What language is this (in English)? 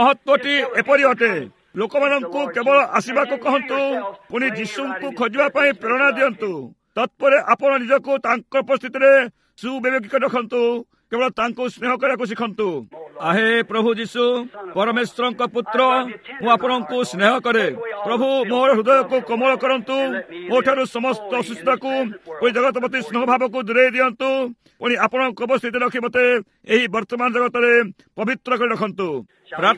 Odia